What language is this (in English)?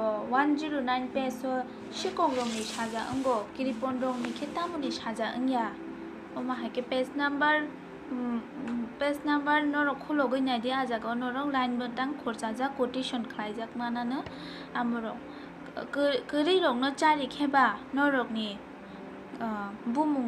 Kok Borok